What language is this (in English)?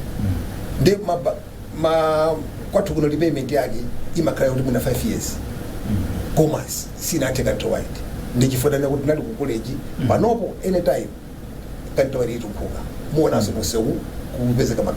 Nyanja